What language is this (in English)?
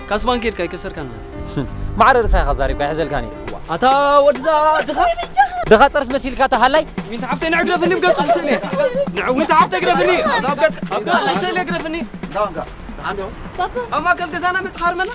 Tigrinya